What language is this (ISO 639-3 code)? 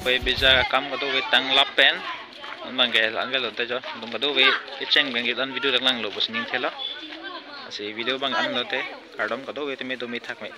mjw